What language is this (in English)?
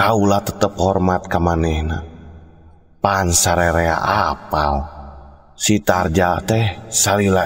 Sundanese